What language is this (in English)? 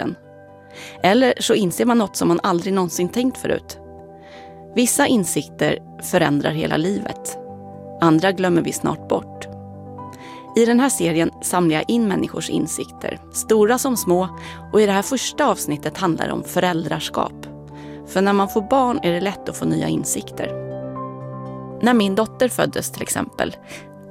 Swedish